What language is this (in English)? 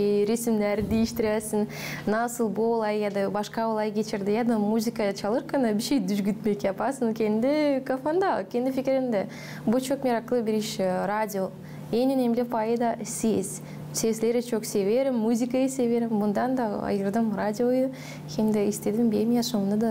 Gagauz